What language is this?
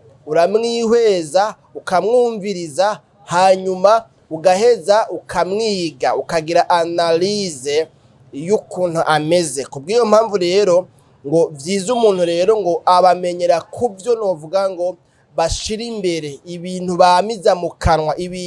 Rundi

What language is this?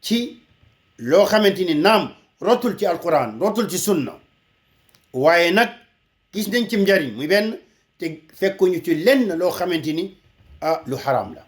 Wolof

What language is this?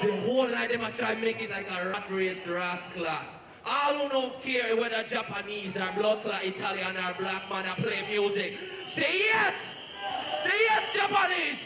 Jamaican Creole English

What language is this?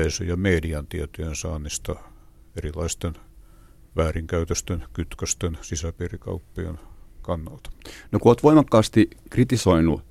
Finnish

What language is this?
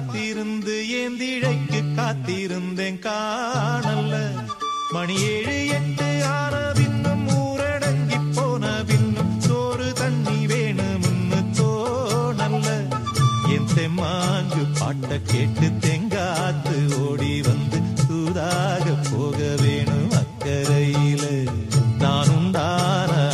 Tamil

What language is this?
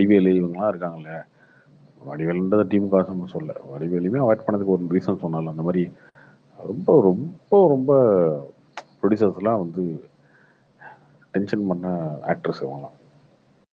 Tamil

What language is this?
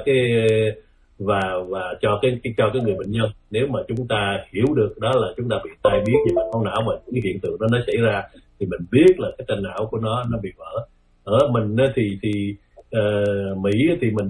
Vietnamese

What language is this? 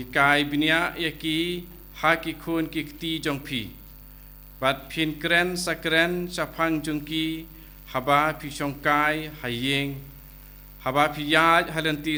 Khasi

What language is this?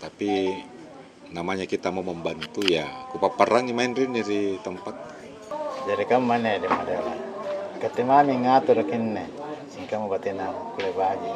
Makassar Malay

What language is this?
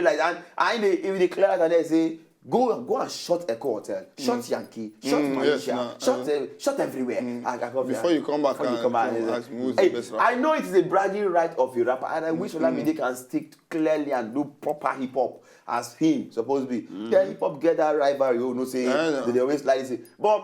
Nigerian Pidgin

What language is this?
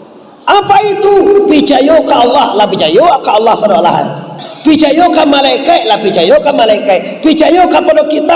Minangkabau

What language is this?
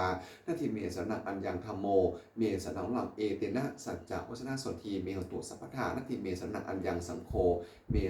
Pali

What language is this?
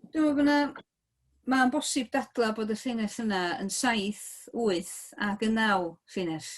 Welsh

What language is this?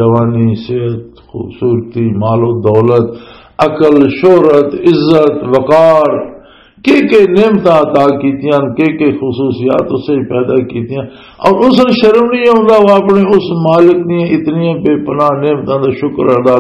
Western Panjabi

